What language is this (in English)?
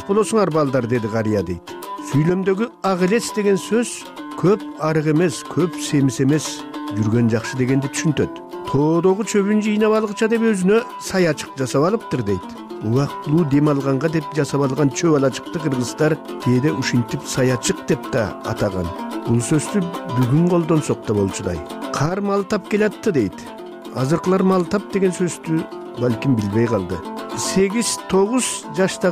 Kyrgyz